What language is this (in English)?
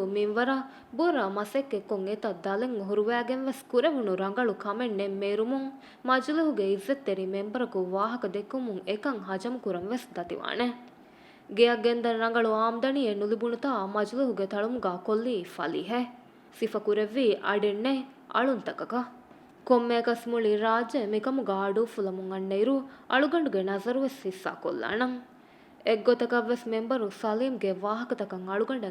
Divehi